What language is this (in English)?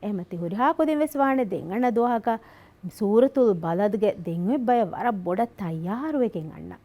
Divehi